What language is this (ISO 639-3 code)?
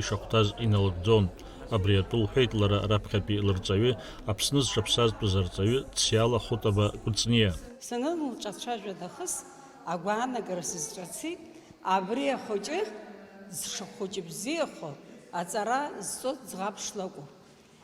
abk